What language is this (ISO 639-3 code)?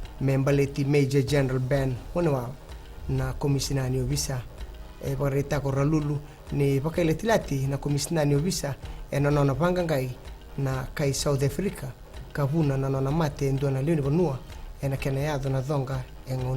fij